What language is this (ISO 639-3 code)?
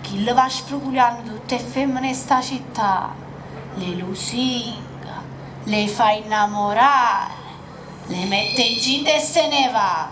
nap